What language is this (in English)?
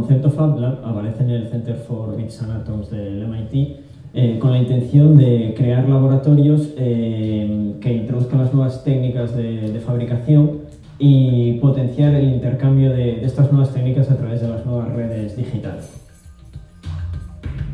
Spanish